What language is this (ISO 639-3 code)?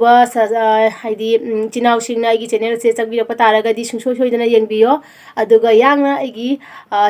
mni